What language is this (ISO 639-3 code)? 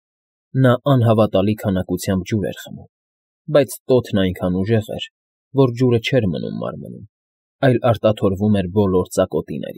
hye